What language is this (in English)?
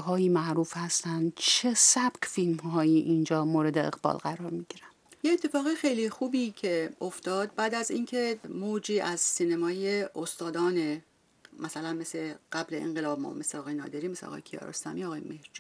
Persian